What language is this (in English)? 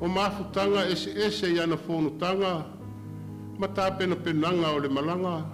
Samoan